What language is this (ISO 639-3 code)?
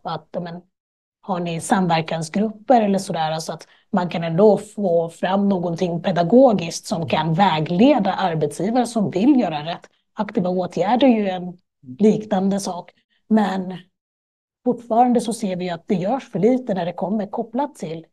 swe